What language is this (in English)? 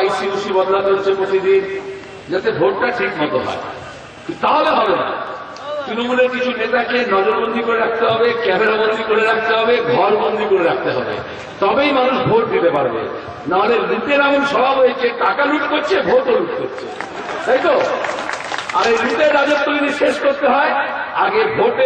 Bangla